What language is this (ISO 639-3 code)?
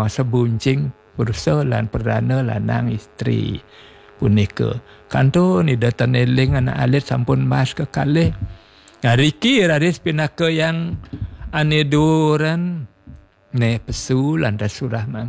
ban